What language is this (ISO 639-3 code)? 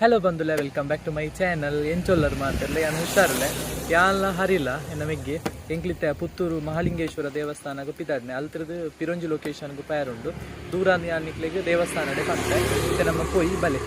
tcy